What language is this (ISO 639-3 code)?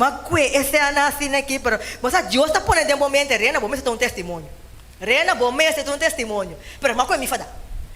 pap